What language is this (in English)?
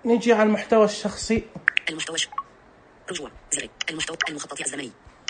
Najdi Arabic